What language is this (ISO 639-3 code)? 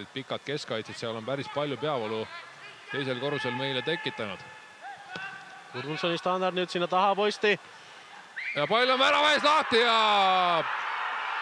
est